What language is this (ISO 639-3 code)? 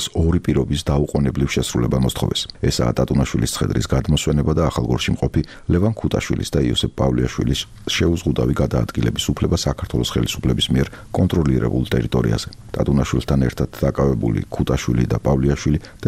kat